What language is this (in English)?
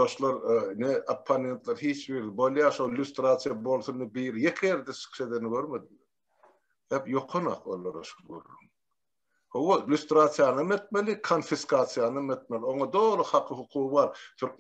Turkmen